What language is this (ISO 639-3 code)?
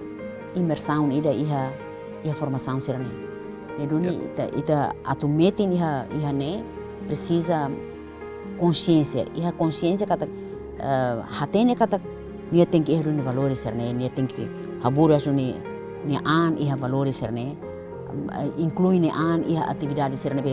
tet